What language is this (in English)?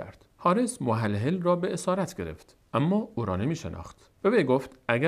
Persian